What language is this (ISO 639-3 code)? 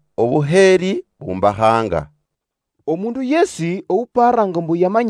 luy